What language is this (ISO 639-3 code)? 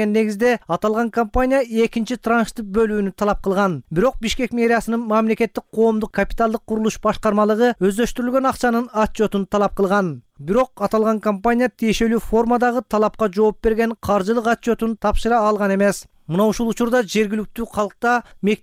kir